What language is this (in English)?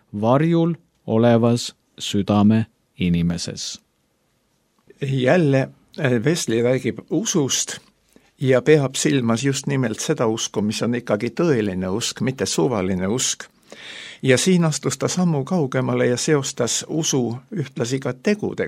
Estonian